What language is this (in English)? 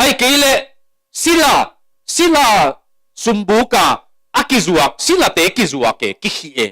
Tedim Chin